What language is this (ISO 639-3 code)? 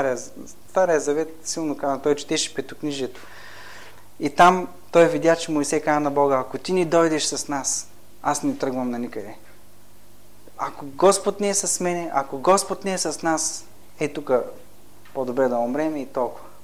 bul